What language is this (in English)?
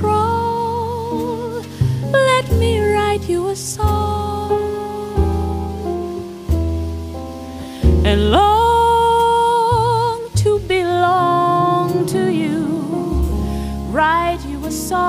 English